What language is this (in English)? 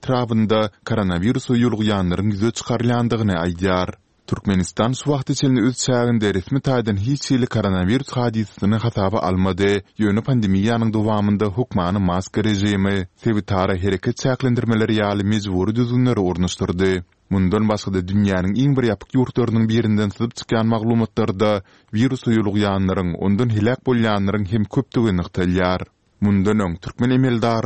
Turkmen